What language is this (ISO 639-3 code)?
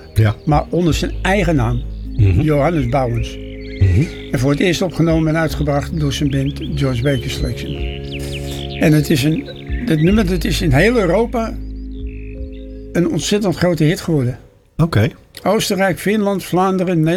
nld